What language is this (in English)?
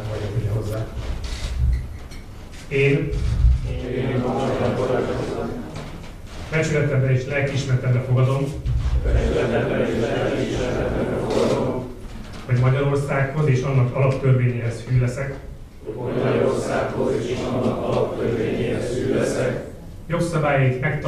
Hungarian